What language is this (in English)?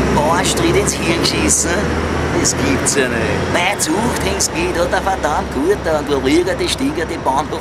Bavarian